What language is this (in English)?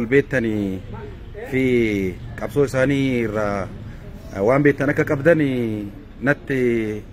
Oromo